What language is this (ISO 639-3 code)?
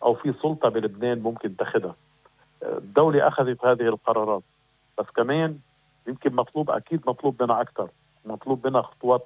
apc